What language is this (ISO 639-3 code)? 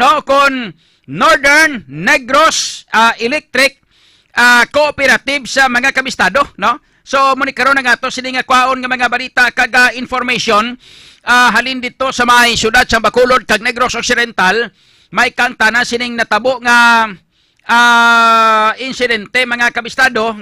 hil